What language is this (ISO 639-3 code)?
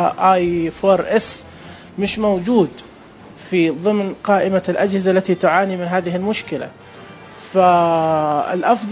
ars